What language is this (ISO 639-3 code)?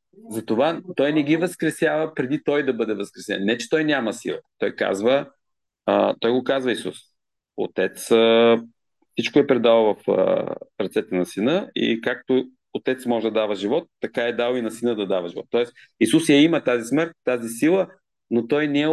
bul